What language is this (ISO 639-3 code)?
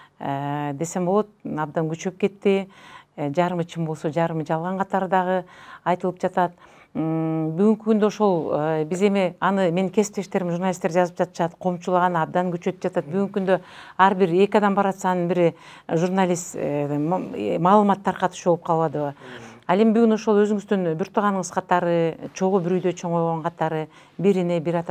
kir